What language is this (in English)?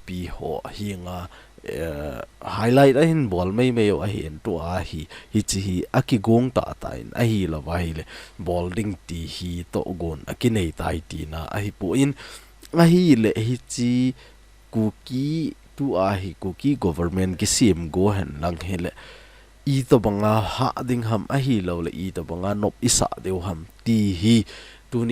Thado Chin